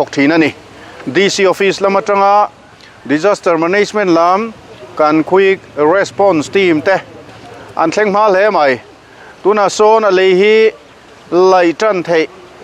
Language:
Mizo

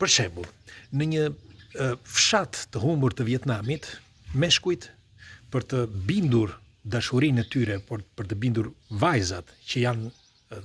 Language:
Albanian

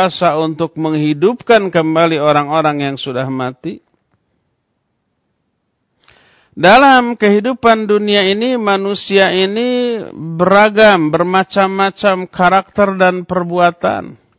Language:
Indonesian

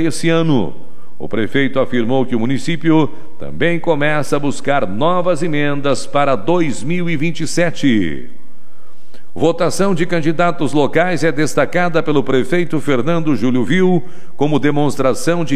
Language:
Portuguese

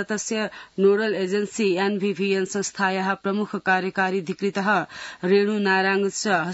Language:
Sanskrit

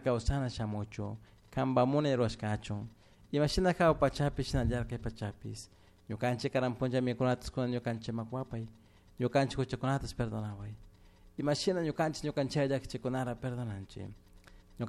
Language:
Chimborazo Highland Quichua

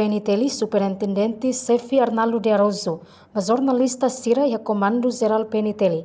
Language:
Tetum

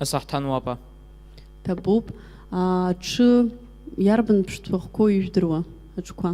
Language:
Abkhazian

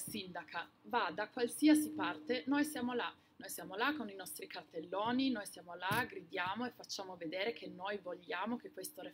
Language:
Italian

